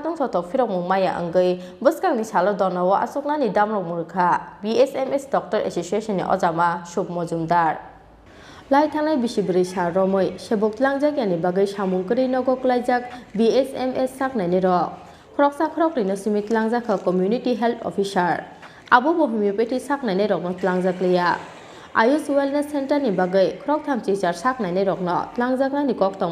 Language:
Kok Borok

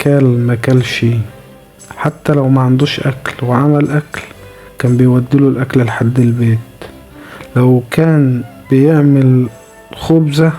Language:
Egyptian Arabic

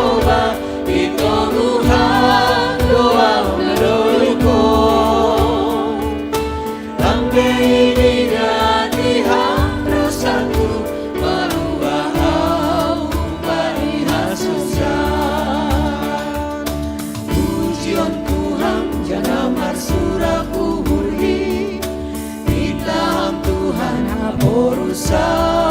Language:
Batak Simalungun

